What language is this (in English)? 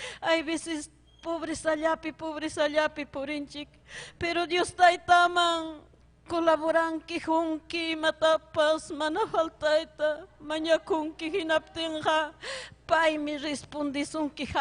Ayacucho Quechua